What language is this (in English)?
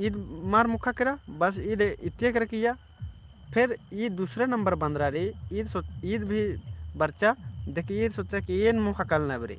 Kurukh